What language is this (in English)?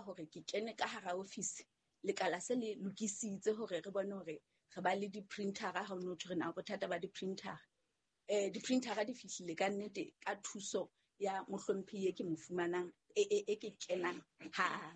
Southern Sotho